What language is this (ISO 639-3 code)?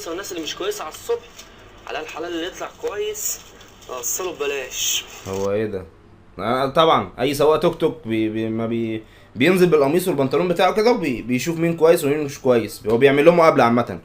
arz